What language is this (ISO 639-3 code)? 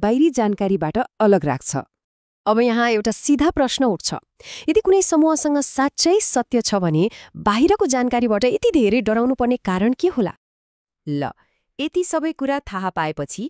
nep